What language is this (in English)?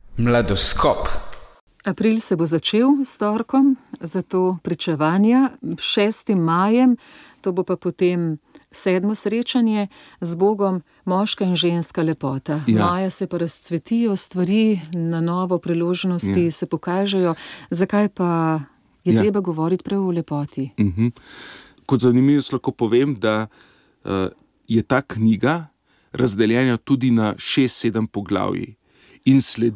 Slovenian